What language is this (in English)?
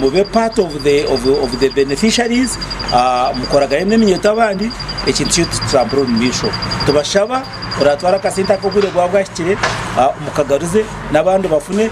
Nyankole